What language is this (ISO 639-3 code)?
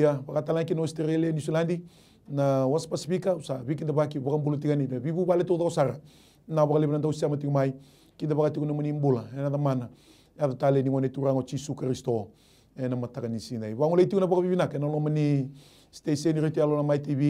fij